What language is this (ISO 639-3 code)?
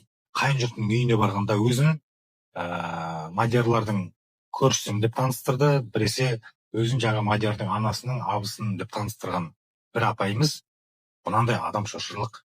kaz